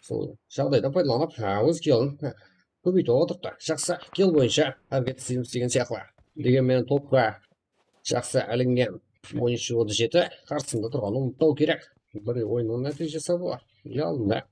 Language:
Kara-Kalpak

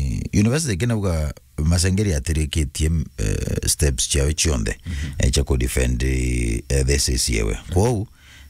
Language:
Meru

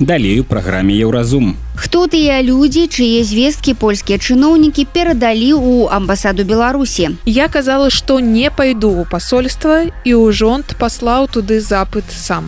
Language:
Belarusian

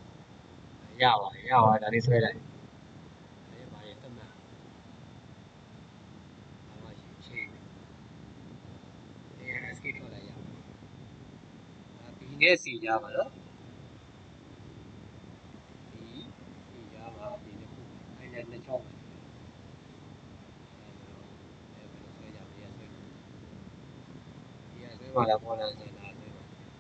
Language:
Burmese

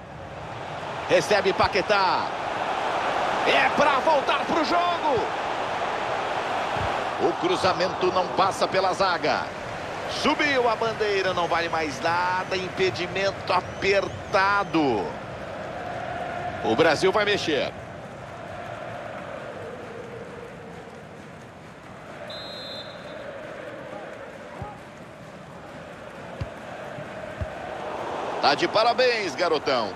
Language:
Portuguese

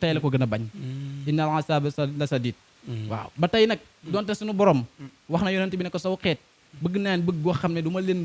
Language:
Wolof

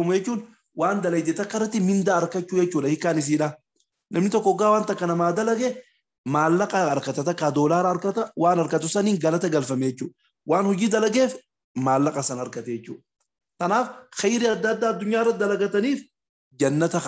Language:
Oromo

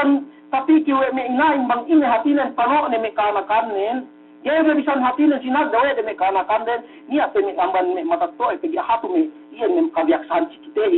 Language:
Yakan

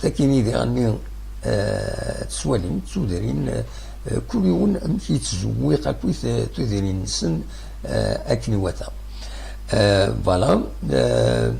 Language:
Kabyle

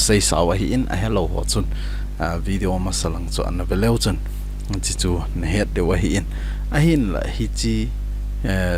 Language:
Thado Chin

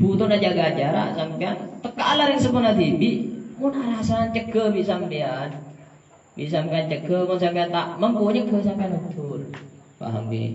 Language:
Madurese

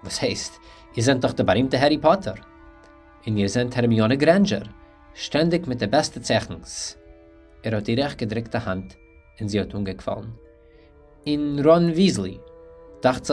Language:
Yiddish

